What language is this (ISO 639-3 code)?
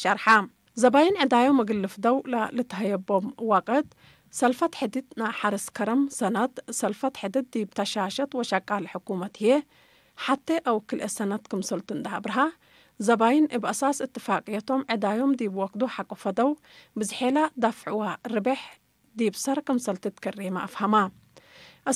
tig